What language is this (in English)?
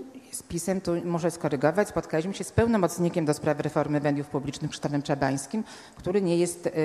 Polish